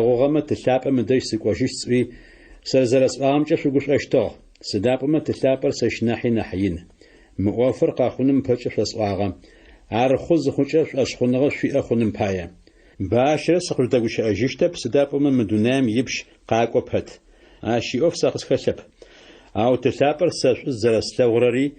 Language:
Adyghe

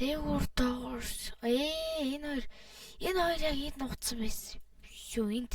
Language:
Mongolian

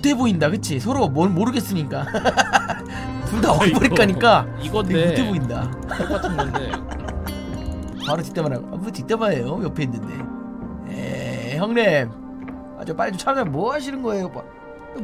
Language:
Korean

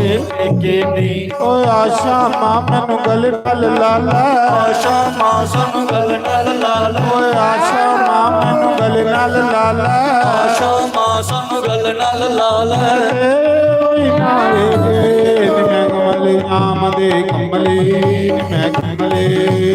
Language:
Dogri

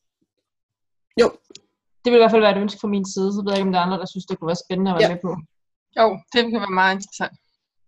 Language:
Danish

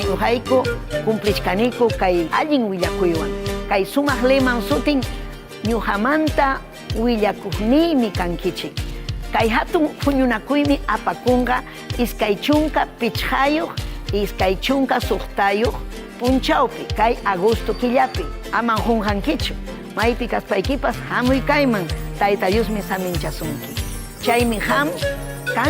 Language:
Ayacucho Quechua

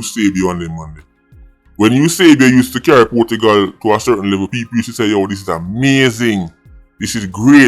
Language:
Jamaican Creole English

